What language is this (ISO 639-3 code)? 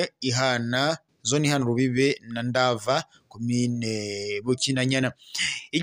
run